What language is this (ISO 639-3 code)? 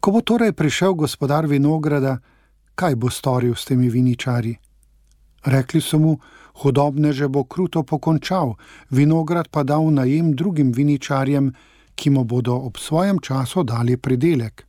slv